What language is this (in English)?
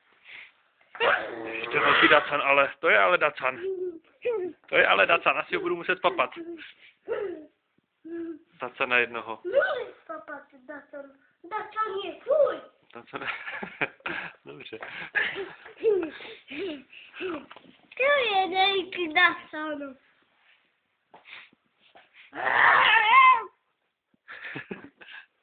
Czech